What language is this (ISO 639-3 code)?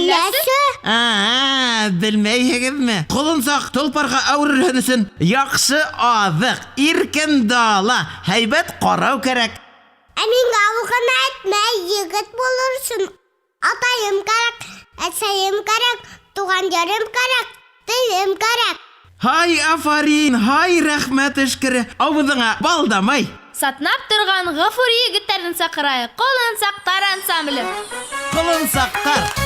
bak